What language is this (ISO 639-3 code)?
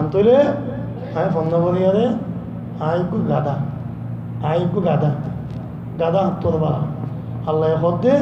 rhg